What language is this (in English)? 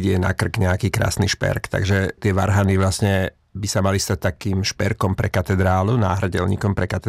Slovak